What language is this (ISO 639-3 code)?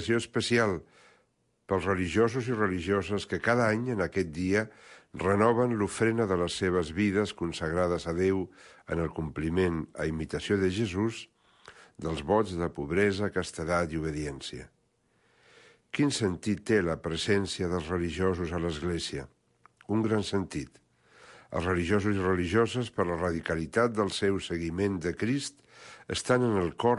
cat